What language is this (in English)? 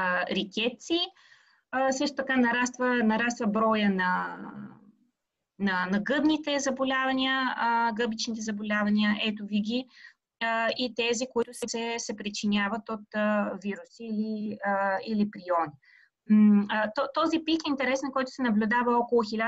Bulgarian